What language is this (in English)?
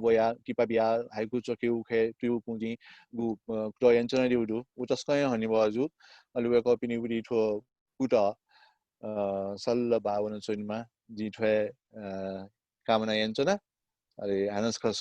Newari